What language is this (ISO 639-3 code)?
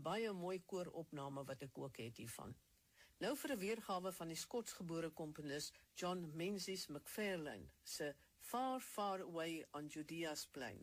afr